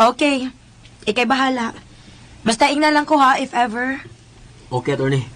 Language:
Cebuano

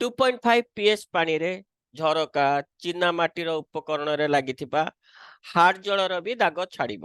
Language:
Odia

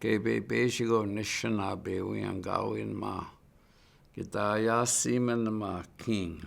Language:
Chippewa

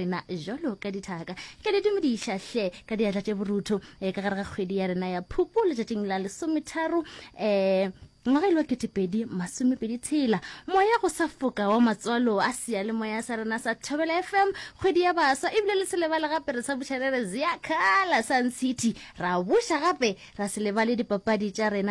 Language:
Northern Sotho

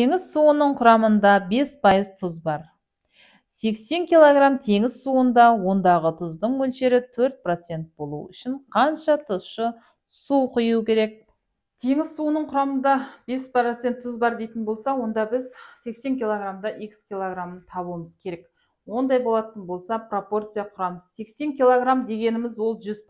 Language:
Kazakh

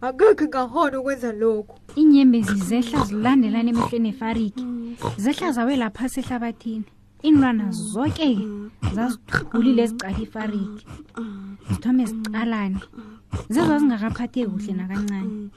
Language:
South Ndebele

